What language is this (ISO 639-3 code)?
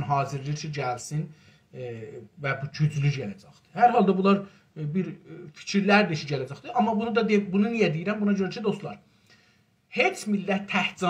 azb